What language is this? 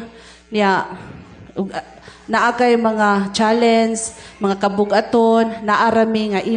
Cebuano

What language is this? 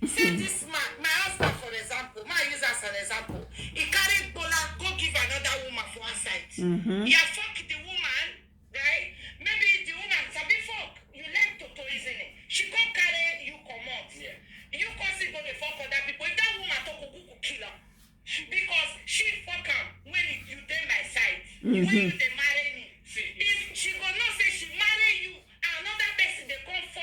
Nigerian Pidgin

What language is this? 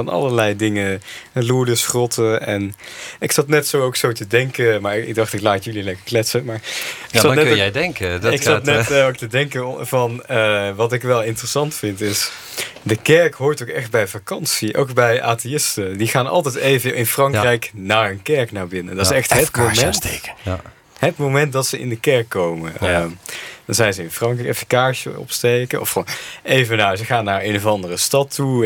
Dutch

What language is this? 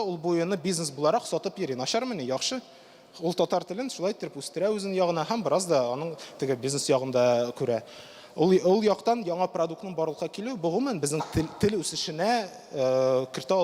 Tatar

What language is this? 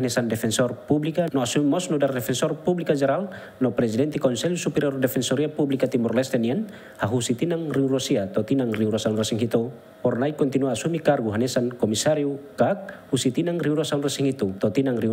Tetum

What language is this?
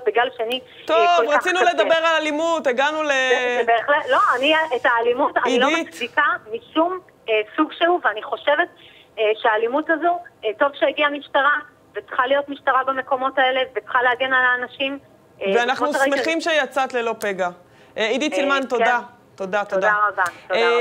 Hebrew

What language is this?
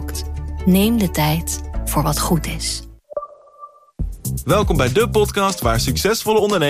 Dutch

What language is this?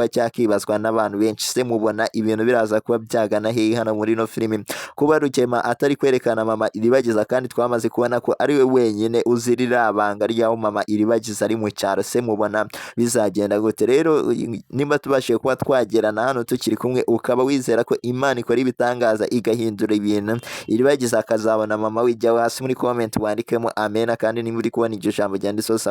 Kinyarwanda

